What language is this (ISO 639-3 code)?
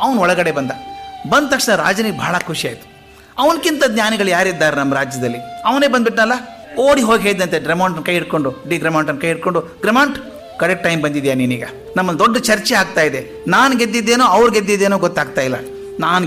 kan